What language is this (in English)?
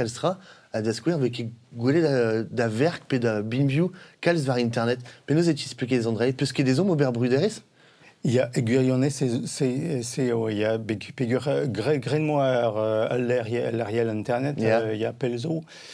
Breton